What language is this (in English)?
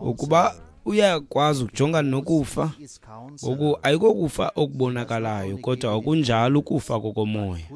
Xhosa